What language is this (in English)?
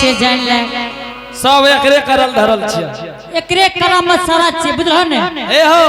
Angika